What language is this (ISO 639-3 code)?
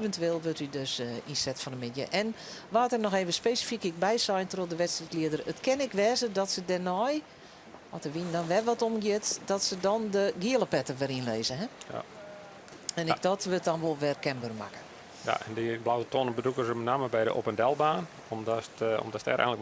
fry